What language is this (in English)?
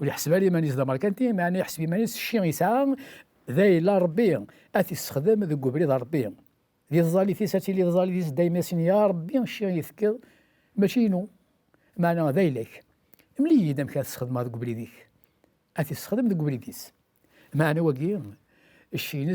Kabyle